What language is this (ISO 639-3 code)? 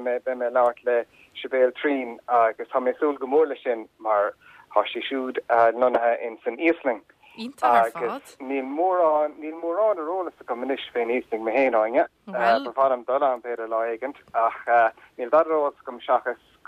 gle